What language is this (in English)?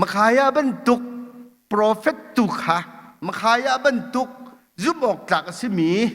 Hakha Chin